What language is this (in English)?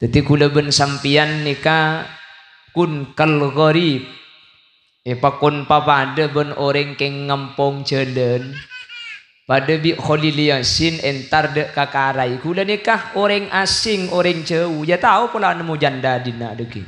Madurese